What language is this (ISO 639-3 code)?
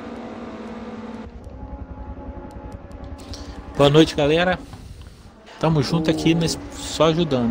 por